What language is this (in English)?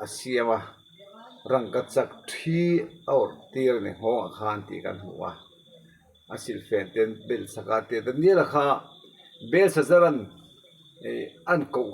Mizo